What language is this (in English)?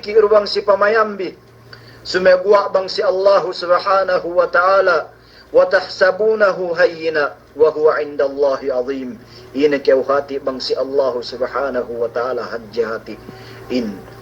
Yakan